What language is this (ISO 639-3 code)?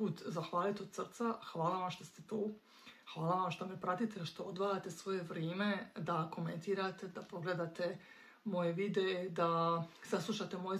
hrv